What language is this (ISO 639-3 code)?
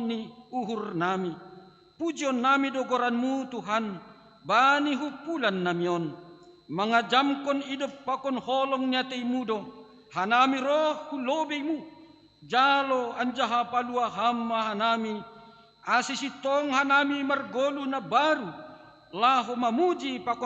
bts